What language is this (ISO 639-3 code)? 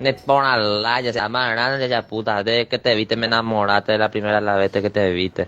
grn